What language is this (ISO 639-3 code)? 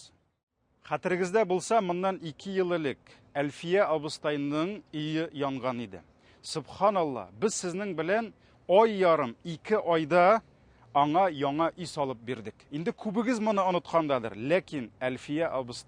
tat